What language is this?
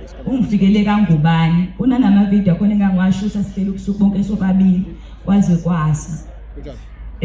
Zulu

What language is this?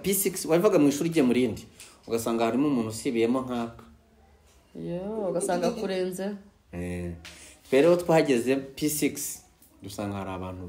Kinyarwanda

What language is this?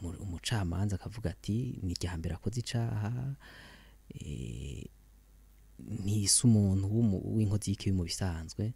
Rundi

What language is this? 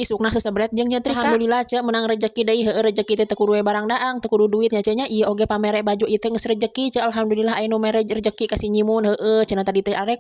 Sundanese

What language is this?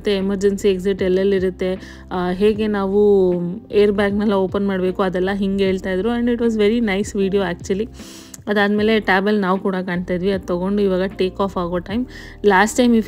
Kannada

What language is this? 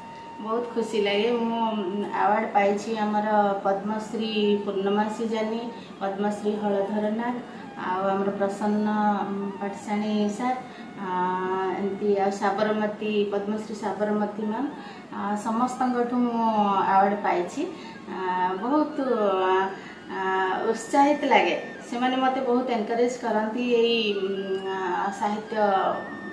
Odia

